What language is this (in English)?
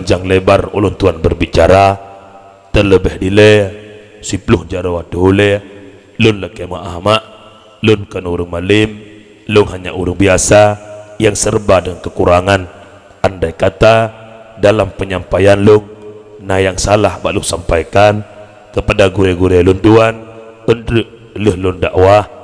Achinese